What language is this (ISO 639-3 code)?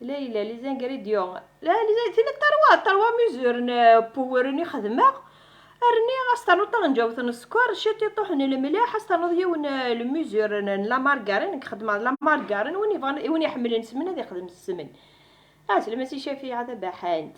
kab